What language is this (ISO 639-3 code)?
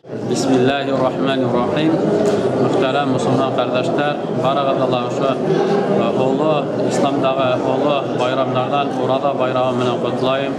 bak